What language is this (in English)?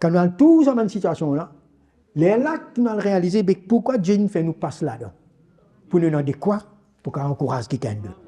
Morisyen